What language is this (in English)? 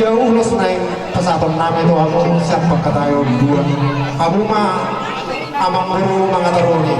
Batak Toba